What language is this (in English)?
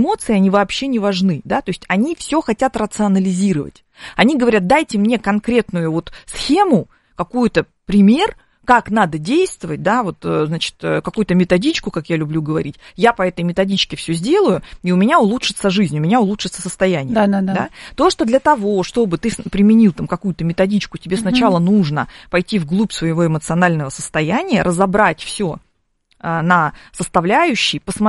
Russian